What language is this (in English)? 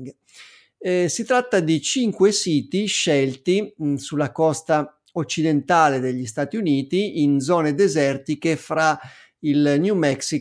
Italian